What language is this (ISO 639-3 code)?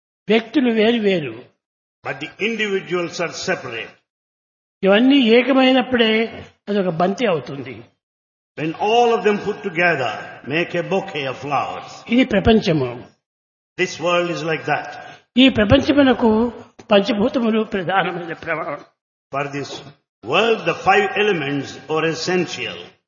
tel